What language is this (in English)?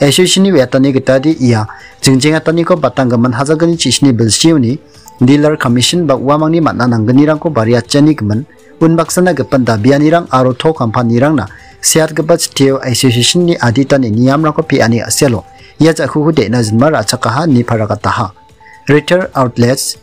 Garo